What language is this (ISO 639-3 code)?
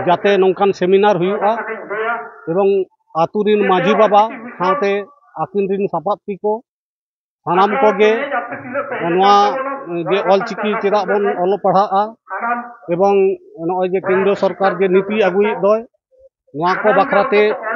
sat